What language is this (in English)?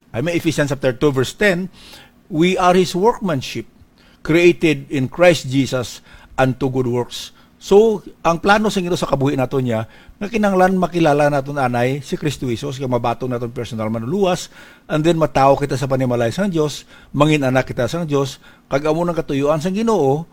Hiligaynon